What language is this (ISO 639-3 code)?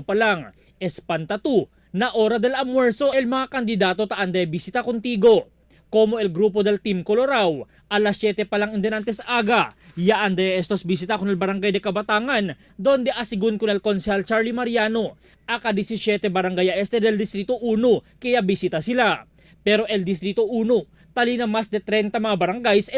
cbk